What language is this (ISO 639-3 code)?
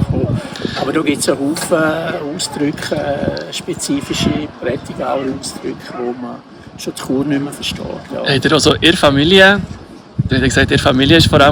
gsw